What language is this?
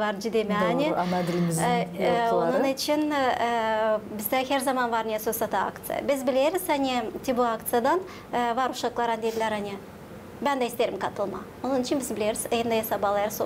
Gagauz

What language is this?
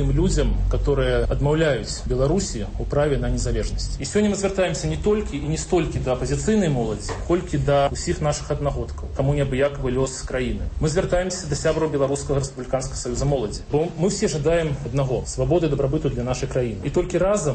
Belarusian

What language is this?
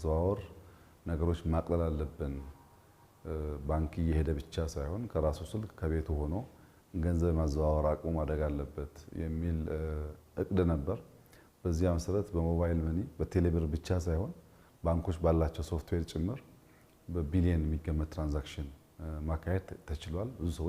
Amharic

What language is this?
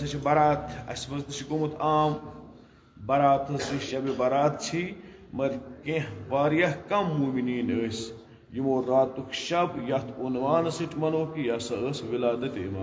Kashmiri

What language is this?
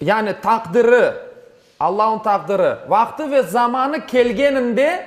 Crimean Tatar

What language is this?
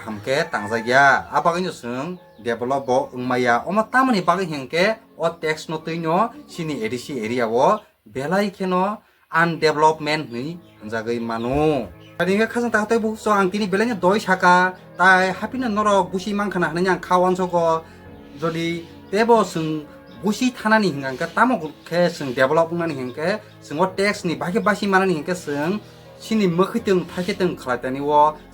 Kok Borok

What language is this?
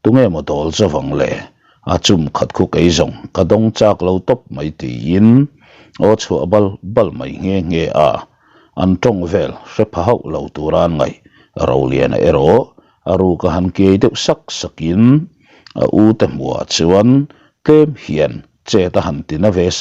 Mizo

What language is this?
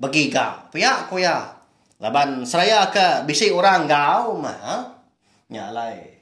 Iban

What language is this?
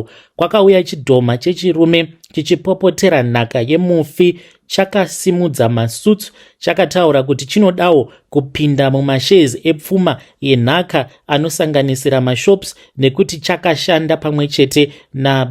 Shona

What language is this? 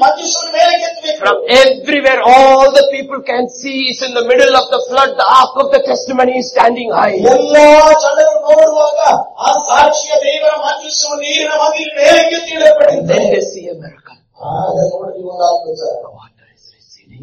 Kannada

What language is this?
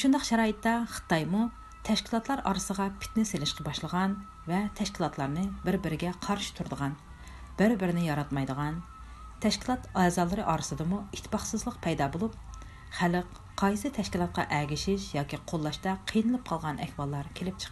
Uyghur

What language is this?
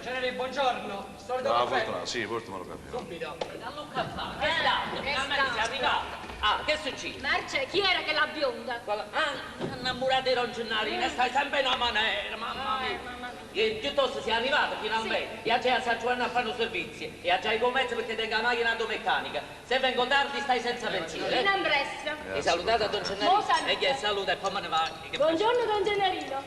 Neapolitan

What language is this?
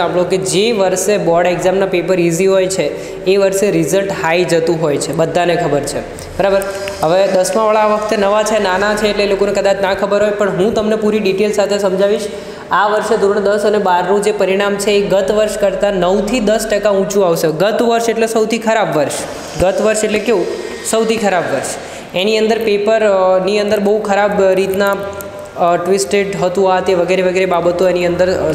Gujarati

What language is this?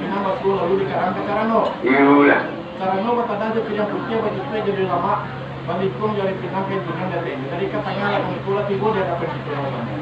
Minangkabau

